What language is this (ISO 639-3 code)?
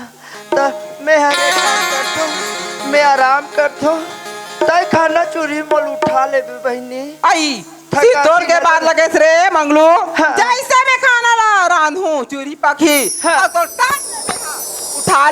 hne